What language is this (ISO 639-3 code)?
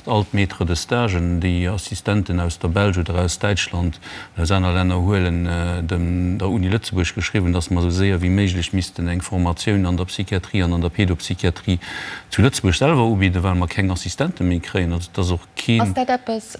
ltz